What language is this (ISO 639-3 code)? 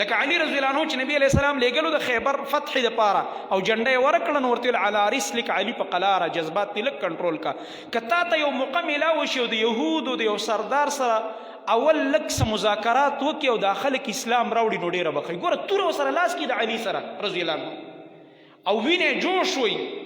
pus